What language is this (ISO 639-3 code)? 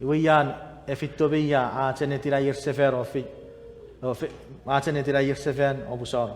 chk